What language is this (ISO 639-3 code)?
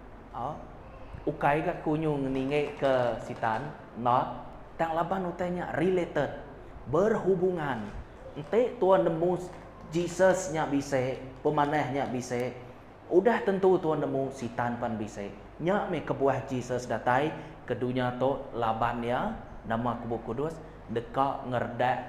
iba